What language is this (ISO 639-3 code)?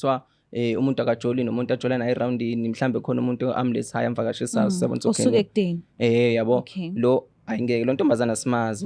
zul